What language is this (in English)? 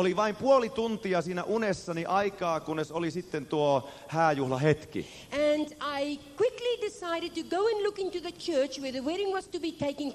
Finnish